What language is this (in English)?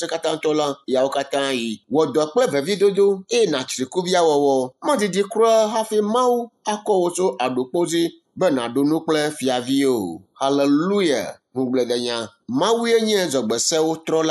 Ewe